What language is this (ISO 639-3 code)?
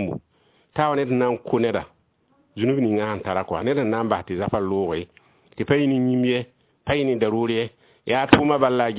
mos